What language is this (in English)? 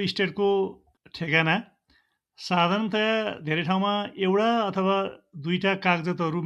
Nepali